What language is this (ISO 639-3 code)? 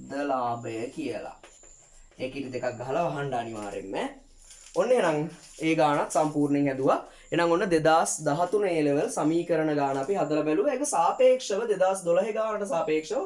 sin